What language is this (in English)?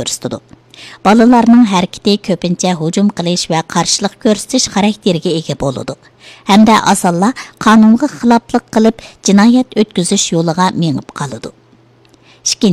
Uyghur